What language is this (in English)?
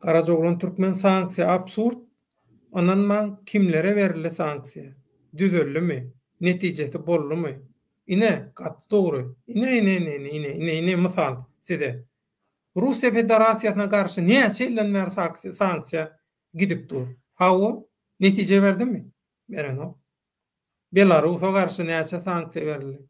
Turkmen